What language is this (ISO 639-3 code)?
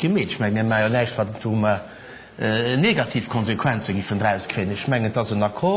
ltz